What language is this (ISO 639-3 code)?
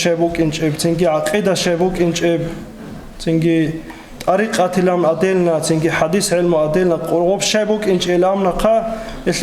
ava